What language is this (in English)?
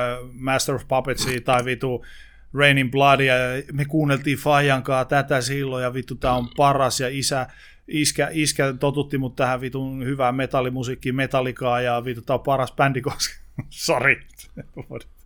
Finnish